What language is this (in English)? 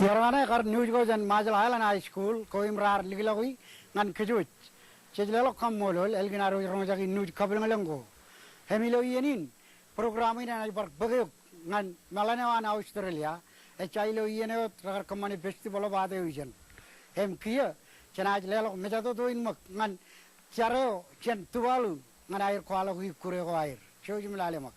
Marshallese